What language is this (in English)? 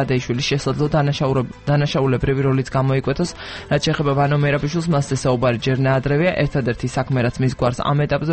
Georgian